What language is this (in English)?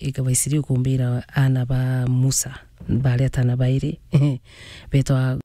Meru